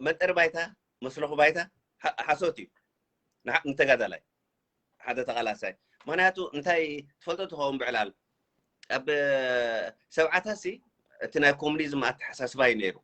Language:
Tigrinya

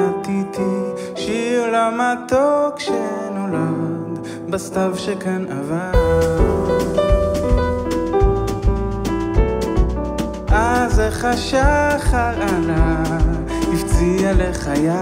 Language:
Hebrew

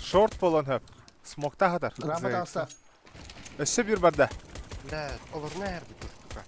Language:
Yakut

